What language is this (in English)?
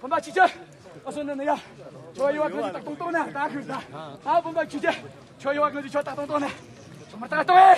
Tibetan